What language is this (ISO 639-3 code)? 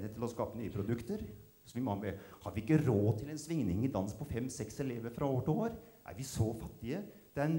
nor